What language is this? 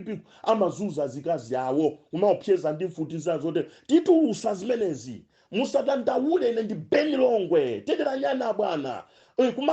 Nyanja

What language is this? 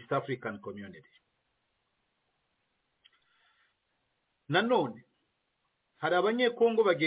Kinyarwanda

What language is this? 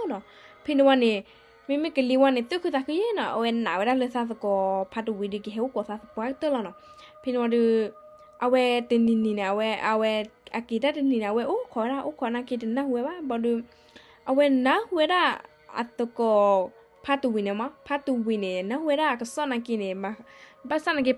S'gaw Karen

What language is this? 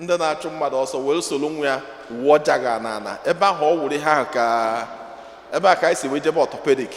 Igbo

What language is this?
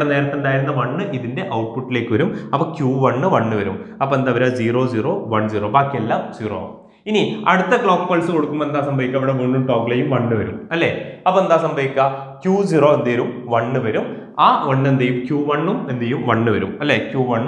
Malayalam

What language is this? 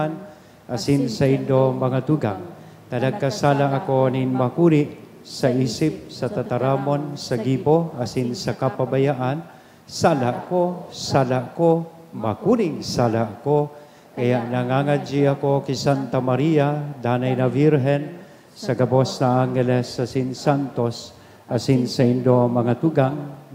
Bikol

